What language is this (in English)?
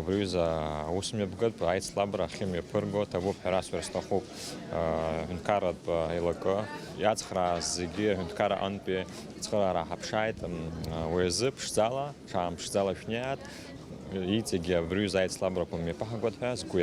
Abkhazian